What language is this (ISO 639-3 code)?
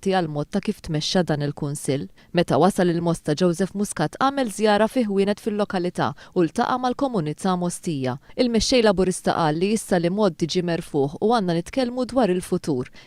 mlt